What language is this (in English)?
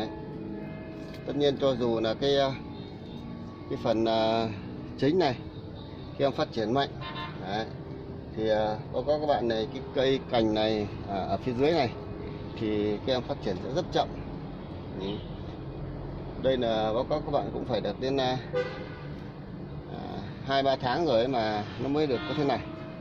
Vietnamese